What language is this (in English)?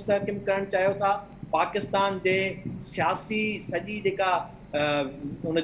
Sindhi